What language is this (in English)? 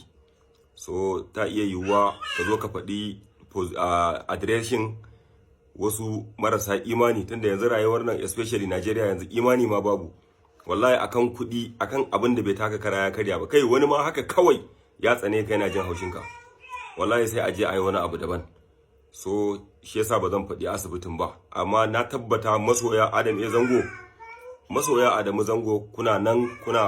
Hausa